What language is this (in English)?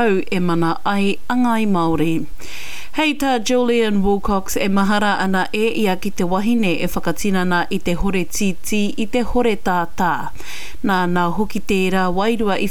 Māori